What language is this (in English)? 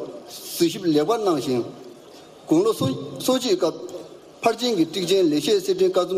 Tibetan